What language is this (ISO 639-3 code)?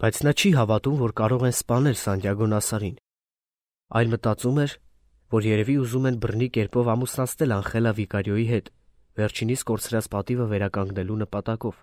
hye